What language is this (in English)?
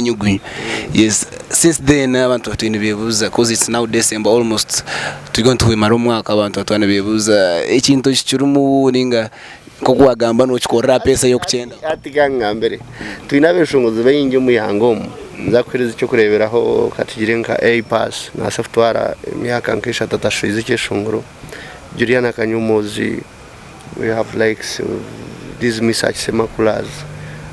Nyankole